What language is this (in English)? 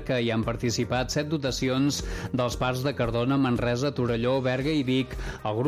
Catalan